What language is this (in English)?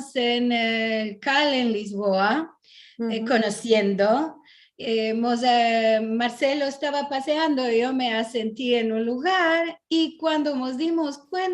Ladino